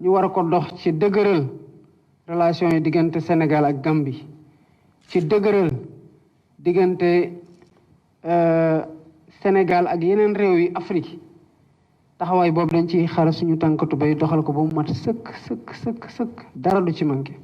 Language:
Wolof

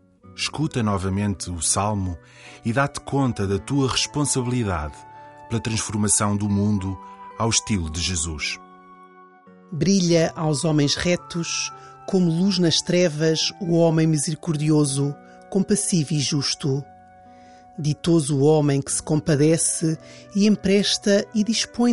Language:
Portuguese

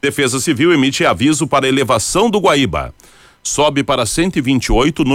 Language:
Portuguese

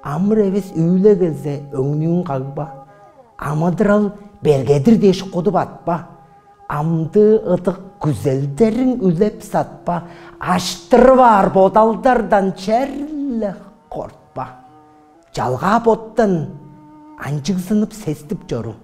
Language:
Tuvinian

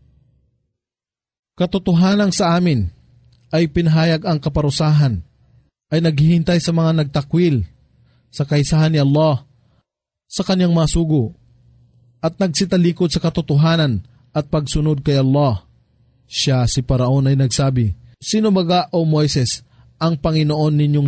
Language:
Filipino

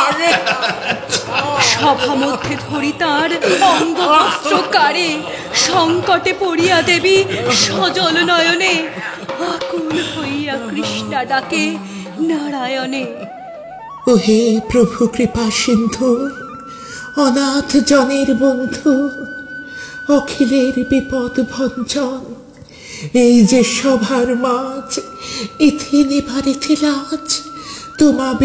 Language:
Bangla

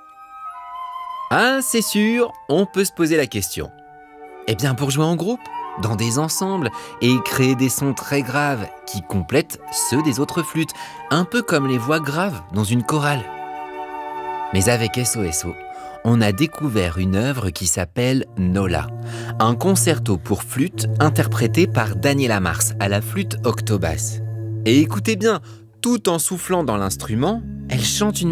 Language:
French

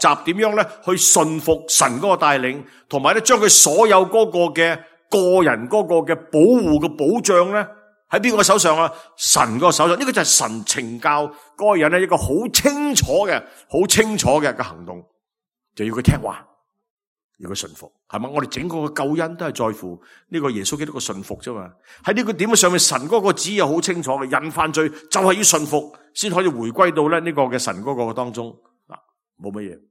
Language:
Cantonese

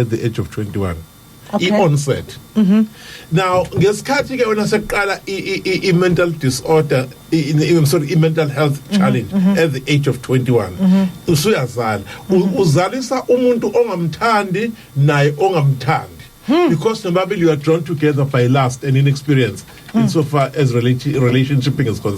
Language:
Zulu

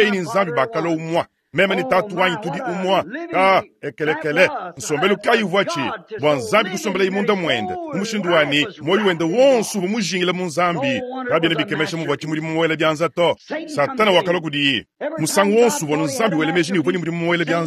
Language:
Luba-Lulua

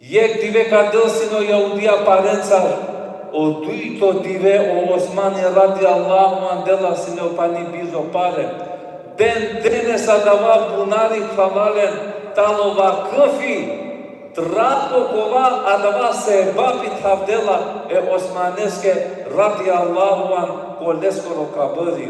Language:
Balkan Romani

